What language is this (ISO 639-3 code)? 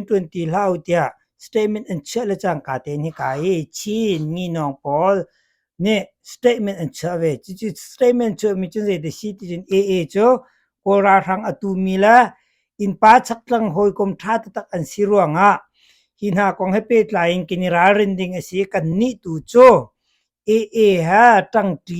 cnh